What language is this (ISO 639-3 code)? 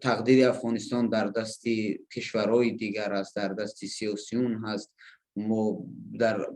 fas